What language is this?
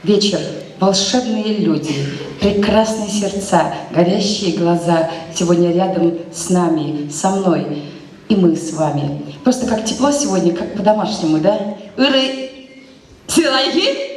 Chuvash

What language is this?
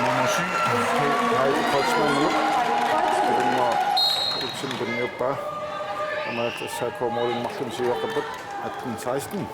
Kalaallisut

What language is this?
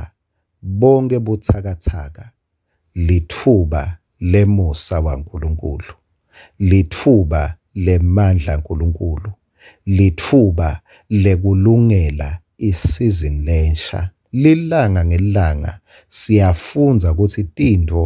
Swati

